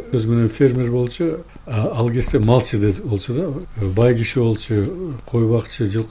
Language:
Kyrgyz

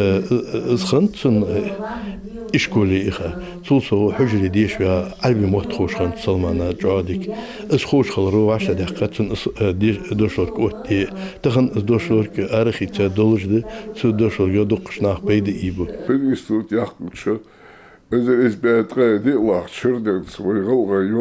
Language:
Ingush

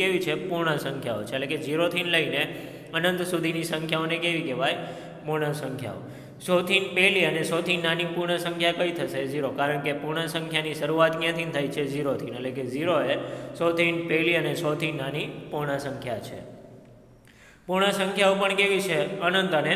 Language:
Gujarati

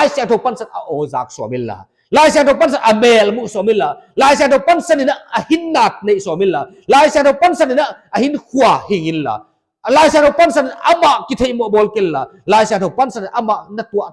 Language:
Paite Chin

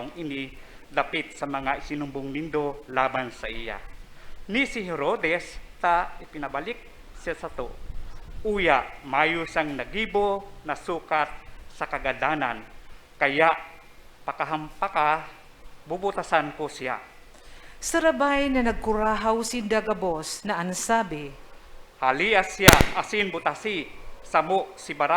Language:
Bikol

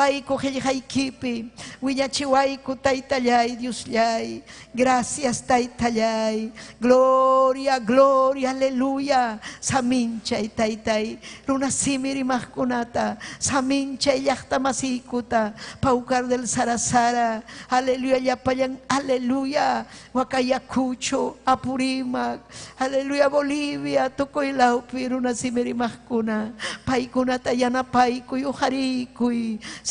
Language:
Ayacucho Quechua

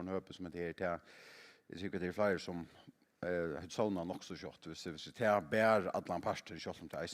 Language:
Faroese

